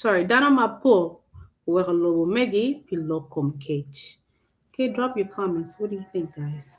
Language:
Acoli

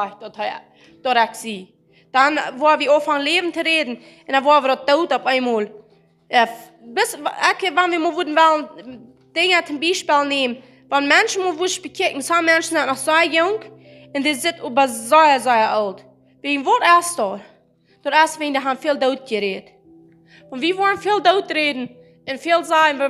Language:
Plautdietsch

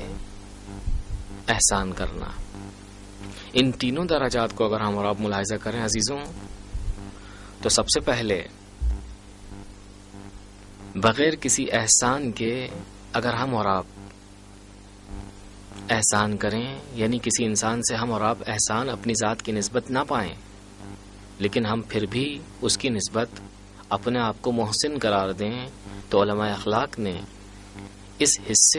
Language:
Urdu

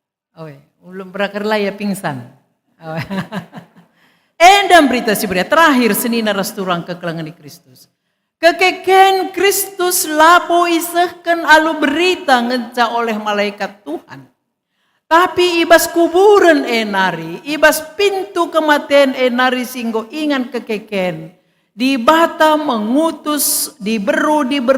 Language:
Batak Karo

